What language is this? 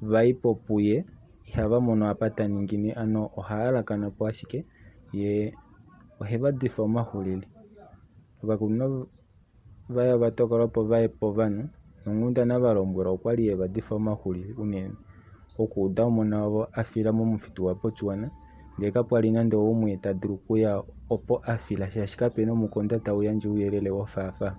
Kuanyama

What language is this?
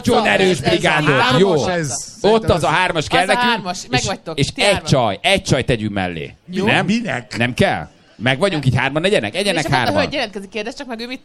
Hungarian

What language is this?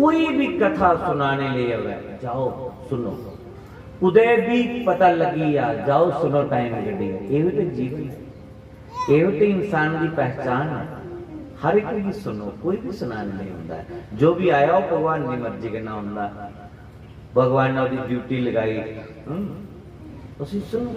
Dogri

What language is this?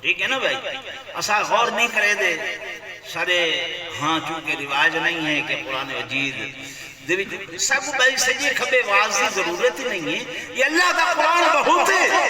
Saraiki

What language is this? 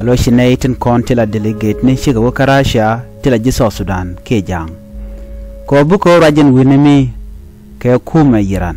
Nuer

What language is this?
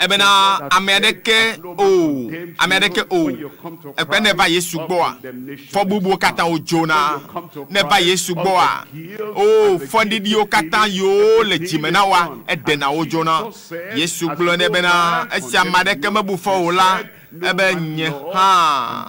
Ewe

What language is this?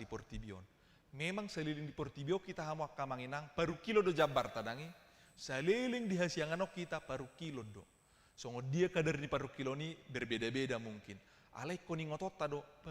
Batak Toba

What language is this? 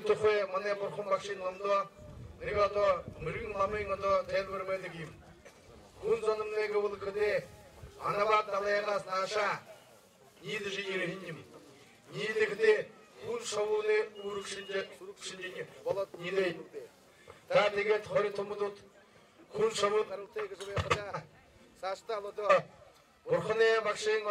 Buriat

